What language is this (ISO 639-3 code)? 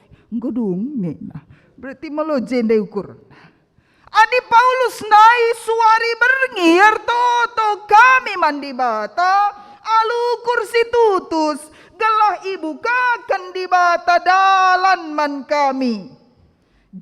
btx